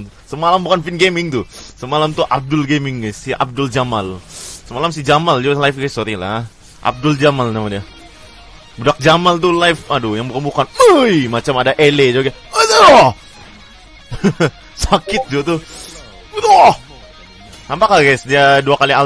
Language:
Malay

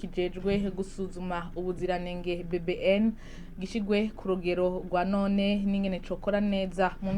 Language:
Rundi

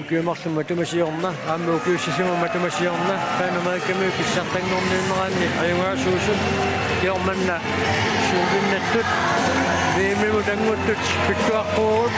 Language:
Kalaallisut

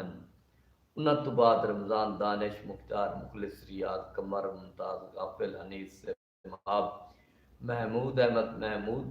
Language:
Saraiki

